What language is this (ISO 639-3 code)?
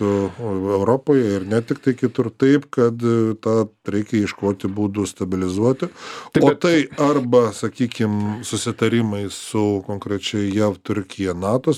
lit